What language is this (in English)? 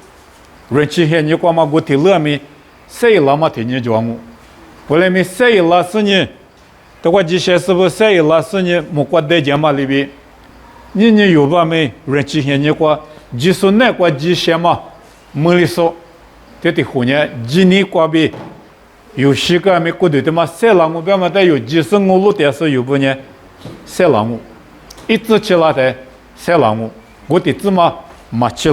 Lisu